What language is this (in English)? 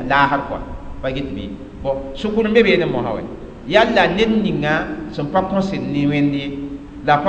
Mossi